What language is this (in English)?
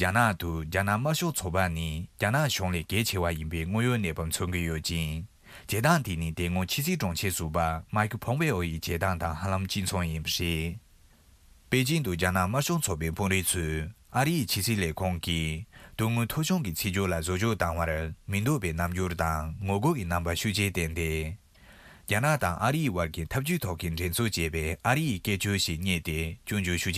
Tibetan